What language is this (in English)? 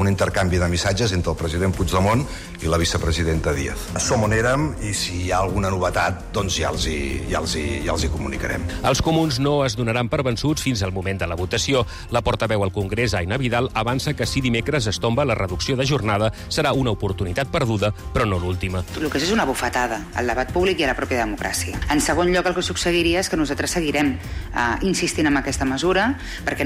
Catalan